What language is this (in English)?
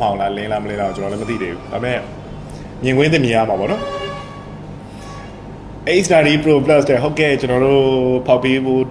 Burmese